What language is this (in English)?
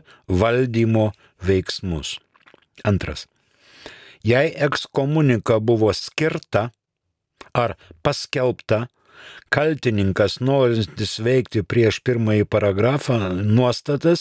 Lithuanian